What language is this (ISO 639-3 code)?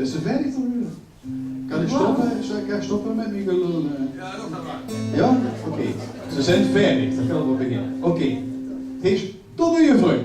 lim